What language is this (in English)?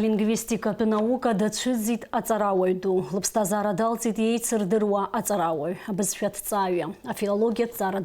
Abkhazian